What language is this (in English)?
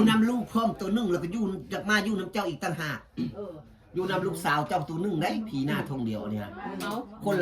Northeastern Thai